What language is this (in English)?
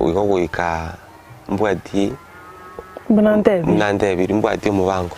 Gusii